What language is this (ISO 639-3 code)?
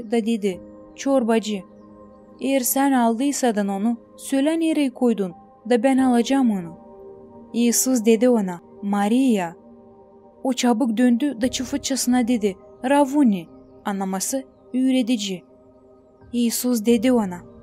gag